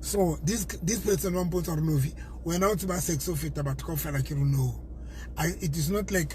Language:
Southern Sotho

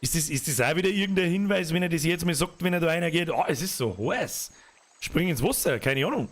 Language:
Bavarian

